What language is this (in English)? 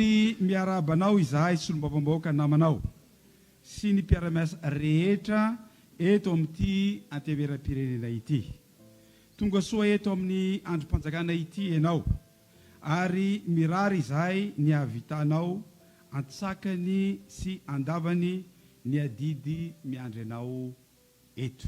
Malagasy